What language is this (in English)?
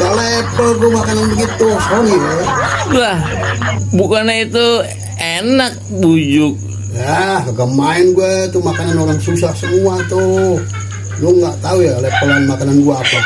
Betawi